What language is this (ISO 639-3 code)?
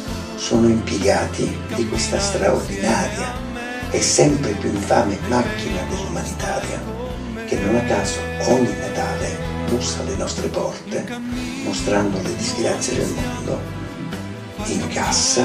ita